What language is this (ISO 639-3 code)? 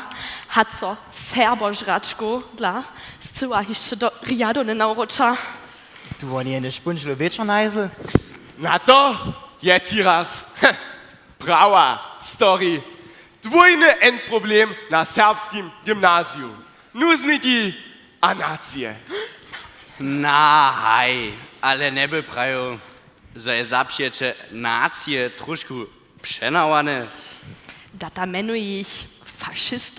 hsb